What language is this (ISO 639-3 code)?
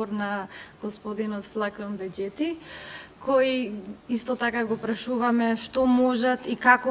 mkd